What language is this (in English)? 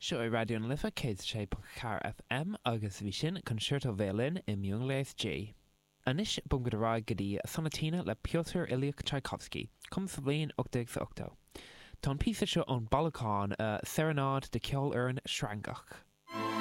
Irish